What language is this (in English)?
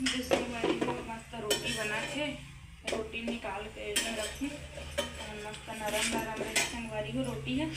Chhattisgarhi